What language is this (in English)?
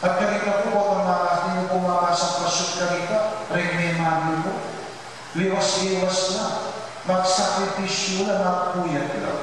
Pampanga